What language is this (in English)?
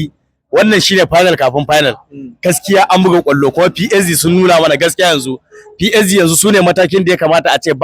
Hausa